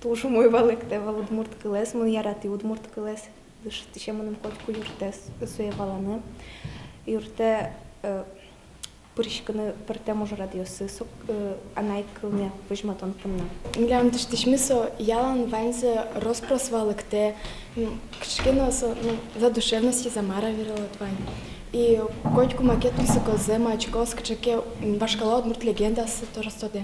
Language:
Udmurt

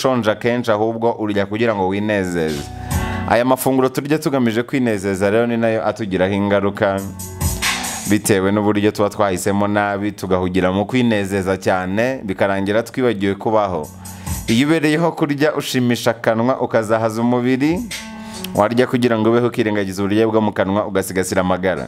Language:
Kinyarwanda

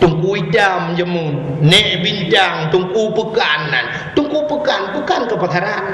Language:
Achinese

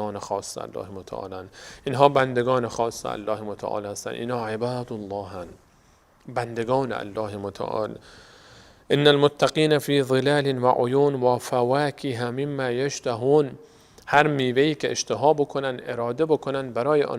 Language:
Persian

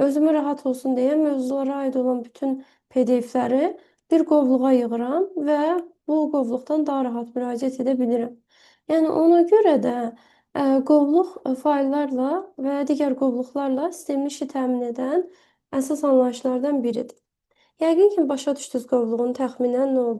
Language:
Azerbaijani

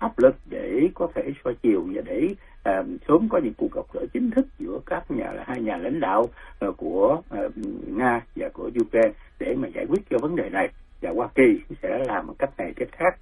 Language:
Vietnamese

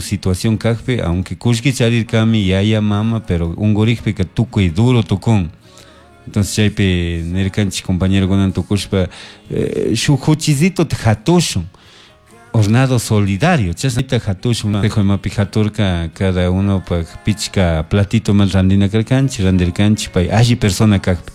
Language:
Chimborazo Highland Quichua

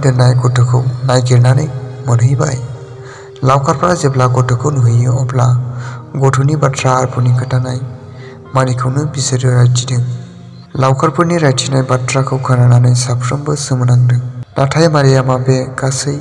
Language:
Bodo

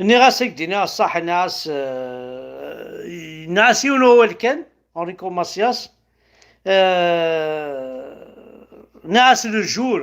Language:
Kabyle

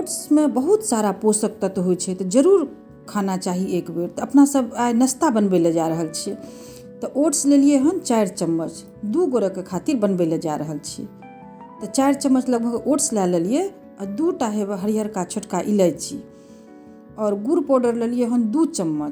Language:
Maithili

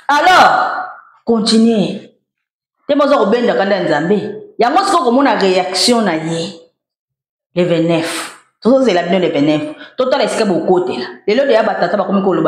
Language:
Lingala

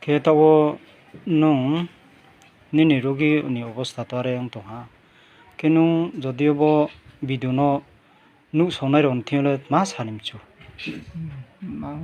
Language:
Riang (India)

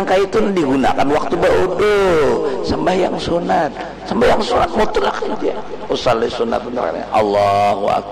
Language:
Banjar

